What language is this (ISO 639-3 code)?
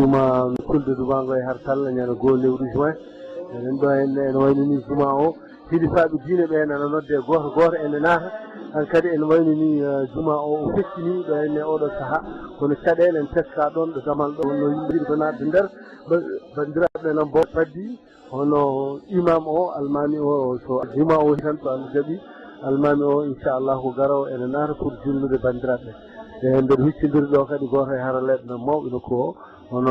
ful